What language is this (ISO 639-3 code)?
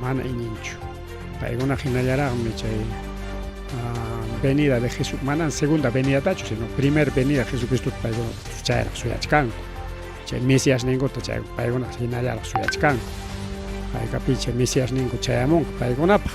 quy